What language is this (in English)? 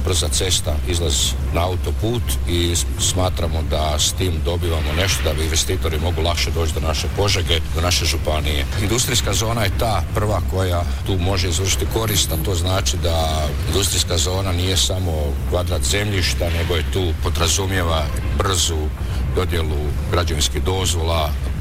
Croatian